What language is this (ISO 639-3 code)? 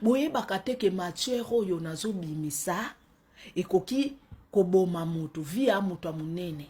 lin